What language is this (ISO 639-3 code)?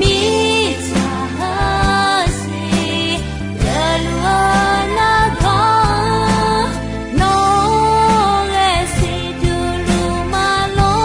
ahk